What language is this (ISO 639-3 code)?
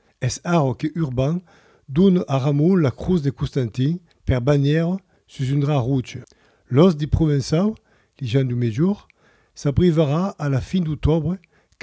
oci